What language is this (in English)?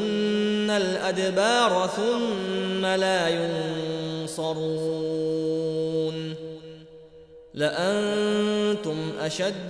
Arabic